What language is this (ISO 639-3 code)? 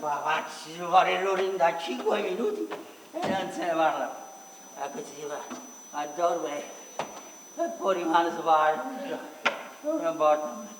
nap